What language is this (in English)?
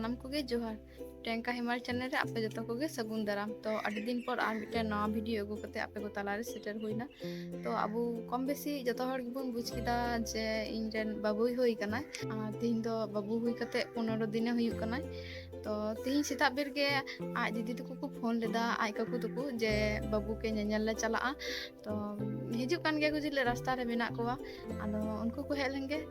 Santali